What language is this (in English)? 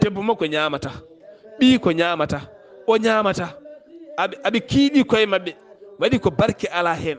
Fula